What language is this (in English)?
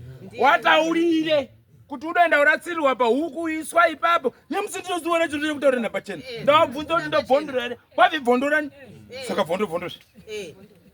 Shona